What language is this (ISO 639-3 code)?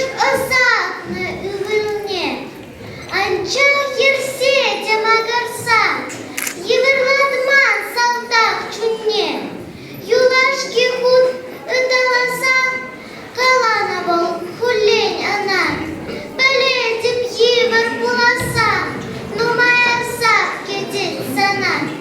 chv